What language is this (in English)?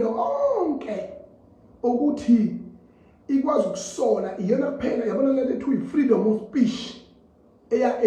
Zulu